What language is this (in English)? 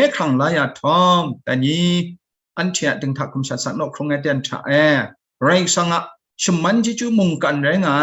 Kachin